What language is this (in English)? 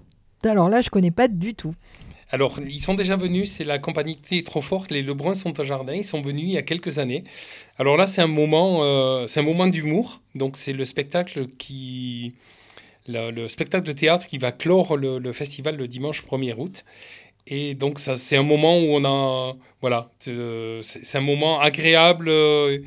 French